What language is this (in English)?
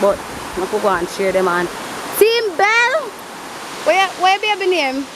Jamaican Creole English